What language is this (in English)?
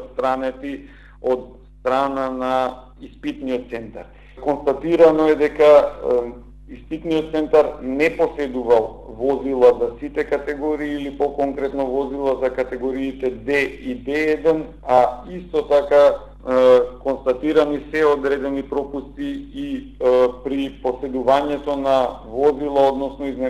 Macedonian